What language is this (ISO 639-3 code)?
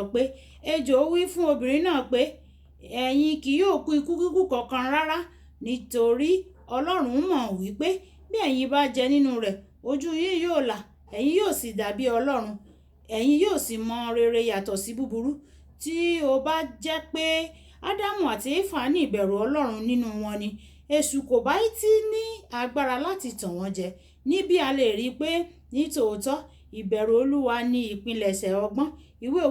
yor